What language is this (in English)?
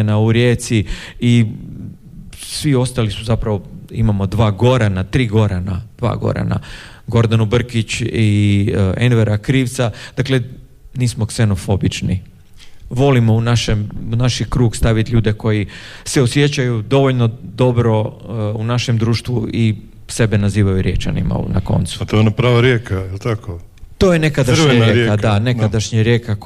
Croatian